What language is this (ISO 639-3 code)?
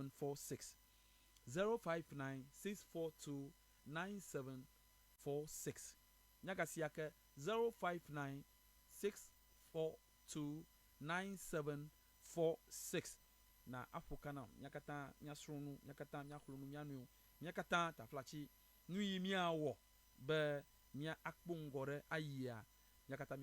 ewe